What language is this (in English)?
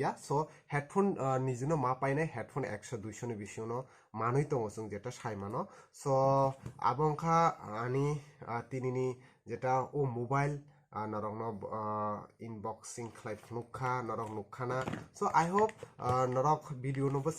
Kok Borok